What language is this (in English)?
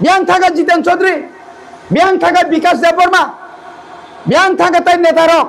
Kok Borok